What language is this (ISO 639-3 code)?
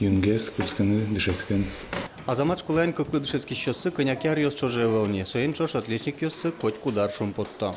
udm